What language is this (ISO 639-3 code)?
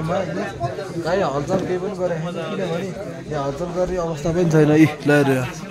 nep